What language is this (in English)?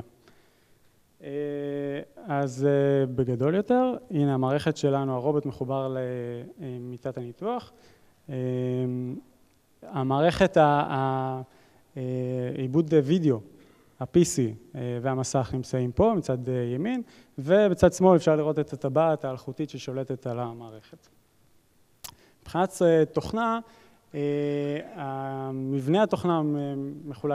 Hebrew